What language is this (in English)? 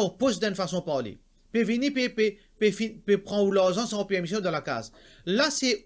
Morisyen